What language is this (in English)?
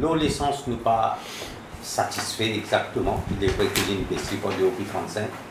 Morisyen